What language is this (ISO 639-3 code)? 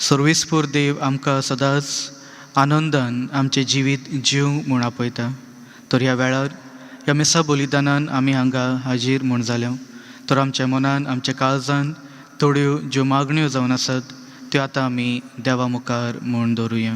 kok